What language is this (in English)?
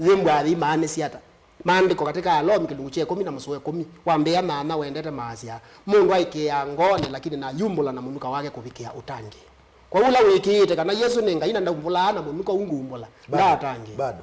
Kamba